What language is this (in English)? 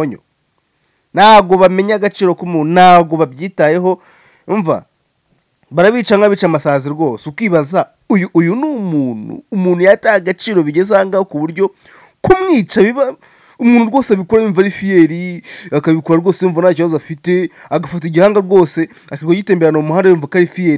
Kinyarwanda